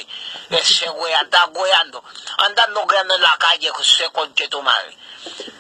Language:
Haitian Creole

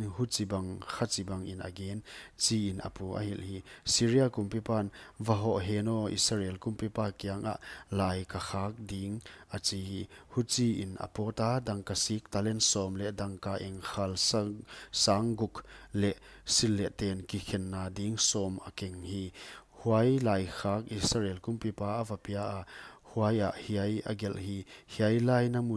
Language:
Paite Chin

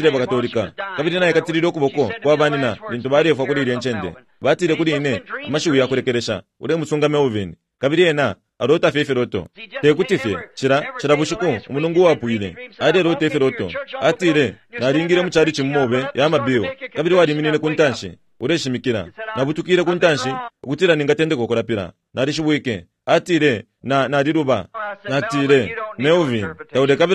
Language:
Bemba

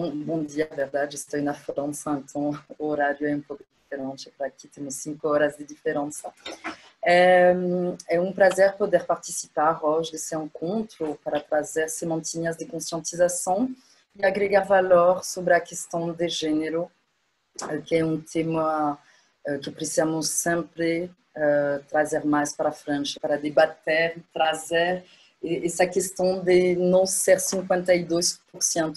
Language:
Portuguese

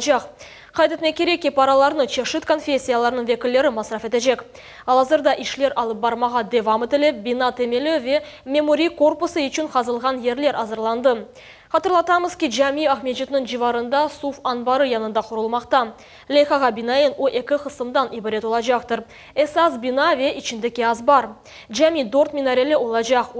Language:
Crimean Tatar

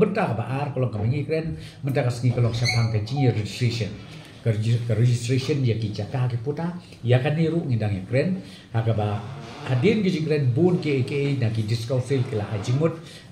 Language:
Khasi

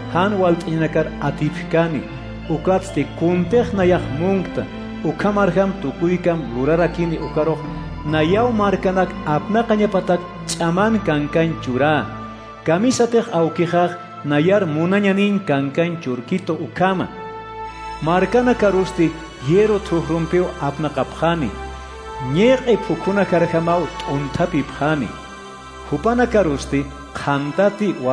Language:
Aymara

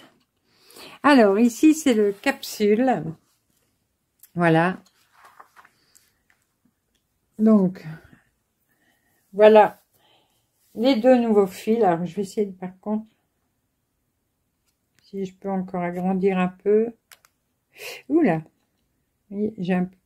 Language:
French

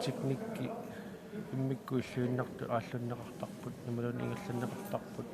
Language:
Kalaallisut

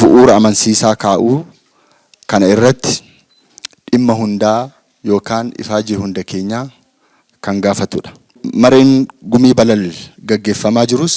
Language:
Oromo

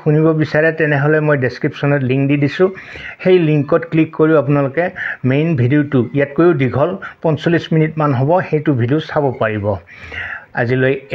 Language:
Assamese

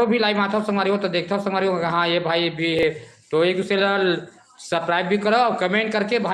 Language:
Chhattisgarhi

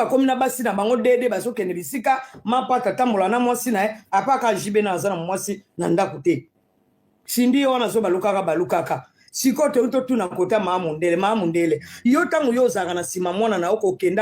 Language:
Lingala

